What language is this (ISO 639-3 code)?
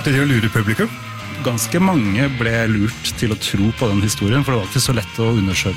nor